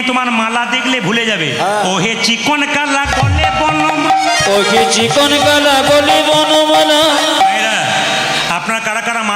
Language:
Bangla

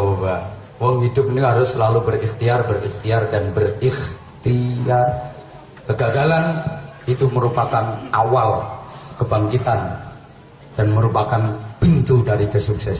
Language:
Javanese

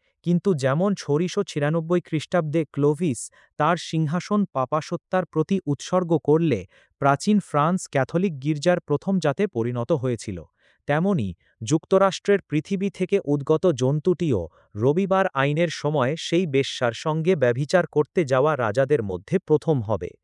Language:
Bangla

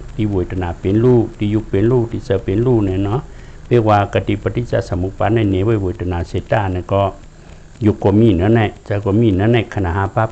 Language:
Shan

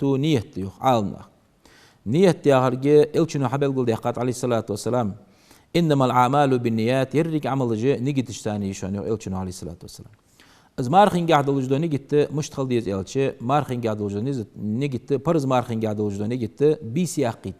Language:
Ingush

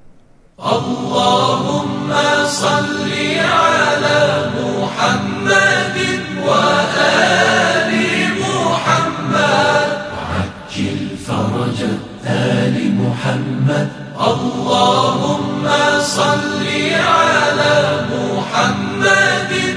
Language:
Persian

